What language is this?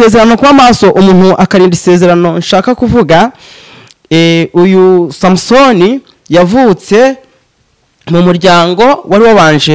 Kinyarwanda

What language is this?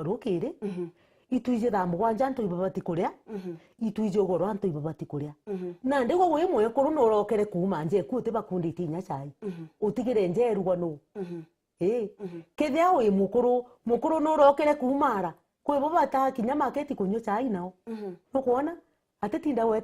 Meru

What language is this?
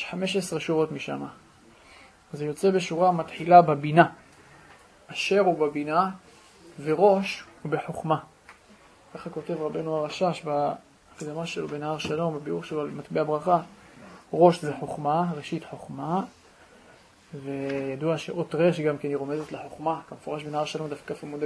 Hebrew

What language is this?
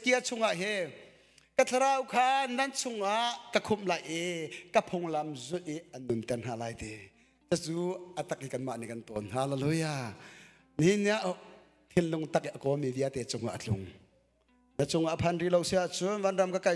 Hakha Chin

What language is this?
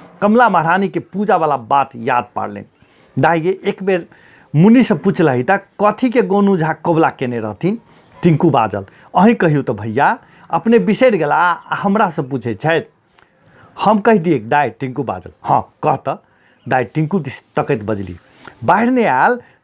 Maithili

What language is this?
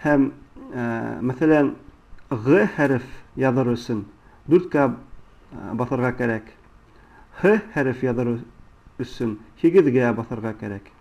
Bashkir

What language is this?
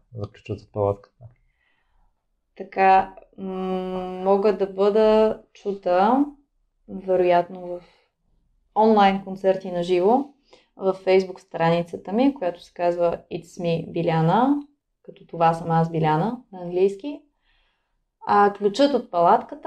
Bulgarian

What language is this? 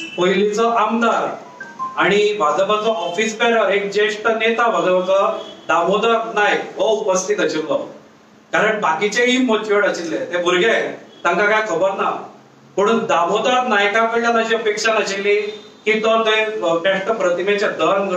Konkani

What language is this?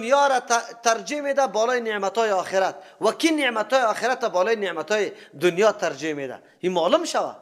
Persian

